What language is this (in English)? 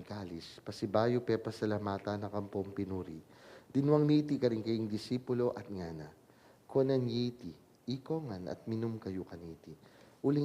Pampanga